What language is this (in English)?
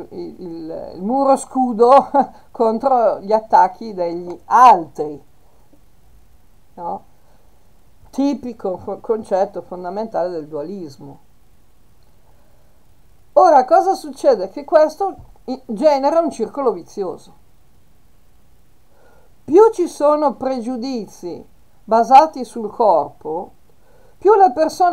Italian